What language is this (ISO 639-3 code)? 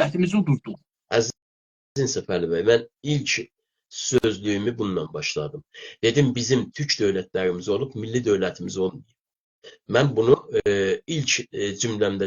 azb